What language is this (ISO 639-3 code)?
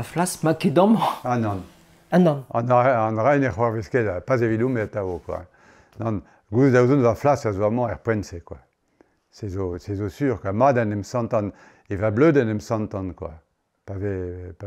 bre